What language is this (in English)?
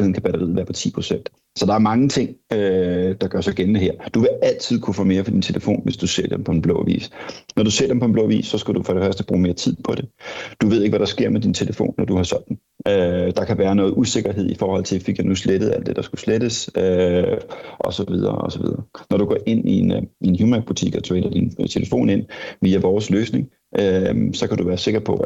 Danish